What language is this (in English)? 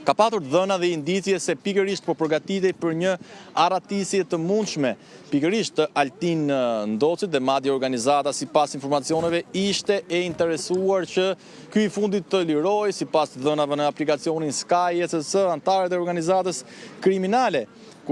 Albanian